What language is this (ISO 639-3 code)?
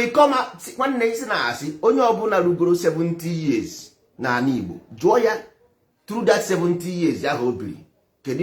ibo